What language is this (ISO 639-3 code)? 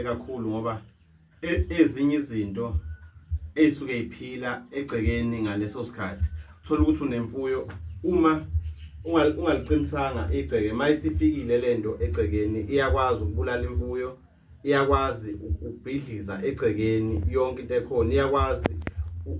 zul